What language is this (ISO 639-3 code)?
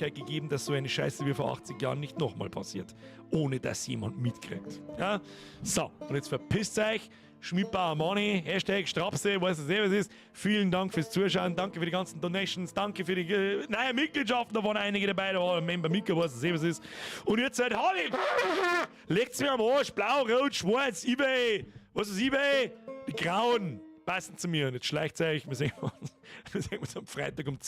bar